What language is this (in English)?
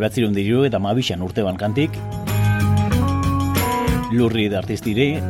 Basque